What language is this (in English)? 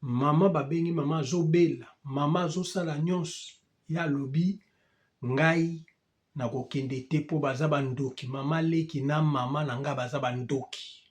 Lingala